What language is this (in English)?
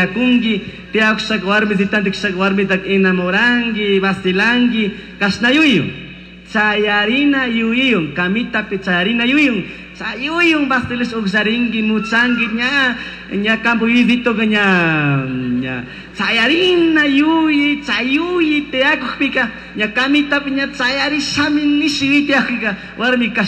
Chimborazo Highland Quichua